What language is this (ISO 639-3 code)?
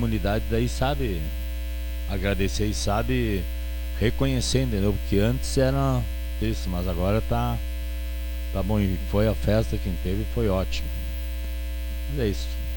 por